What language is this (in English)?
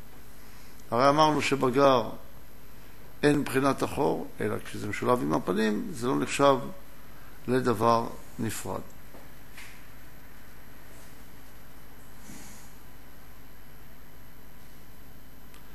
Hebrew